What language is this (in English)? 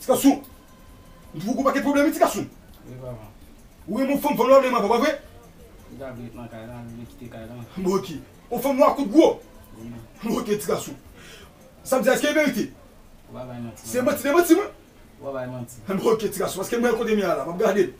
Haitian Creole